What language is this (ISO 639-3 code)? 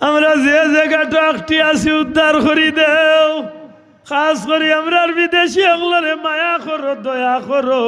syl